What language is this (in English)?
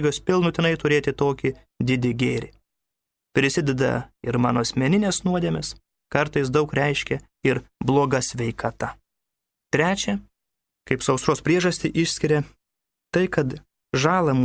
Lithuanian